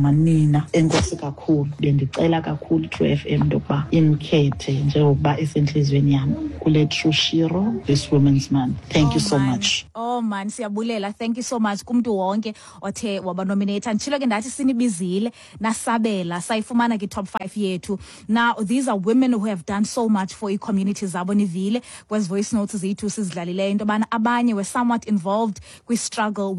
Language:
Xhosa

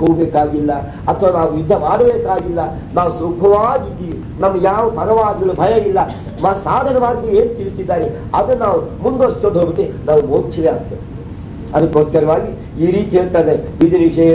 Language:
Kannada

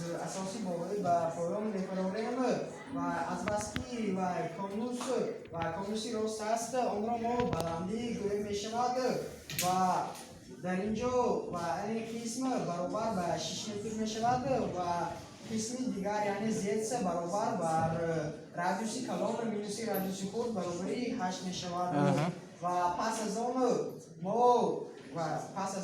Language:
Tajik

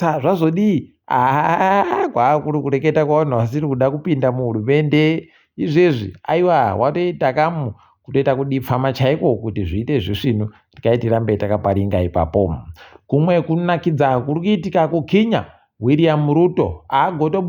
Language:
Ndau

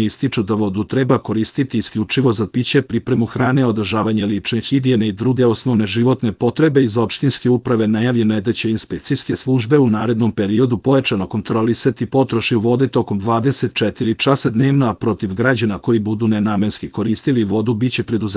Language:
Serbian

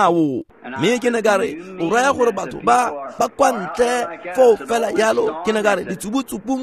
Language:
Tswana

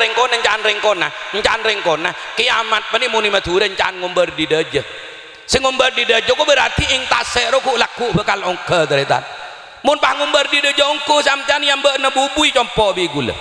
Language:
Madurese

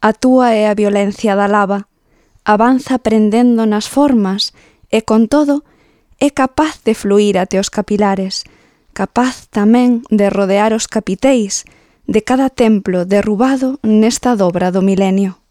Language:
Galician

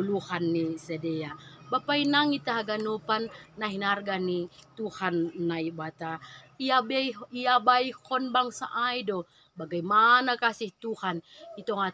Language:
Batak Simalungun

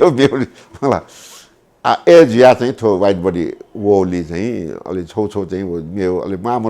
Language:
Newari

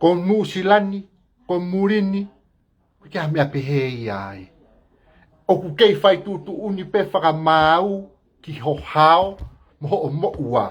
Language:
Tongan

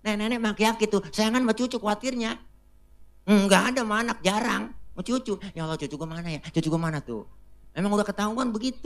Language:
Betawi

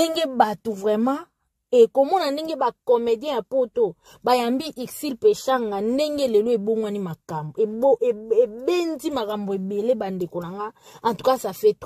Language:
Lingala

